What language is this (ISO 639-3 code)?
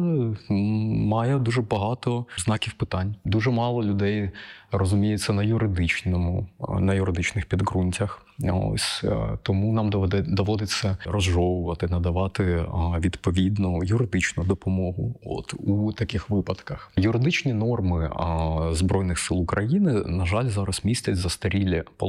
ukr